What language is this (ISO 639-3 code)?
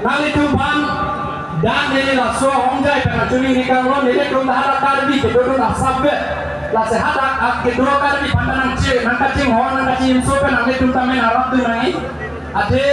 mjw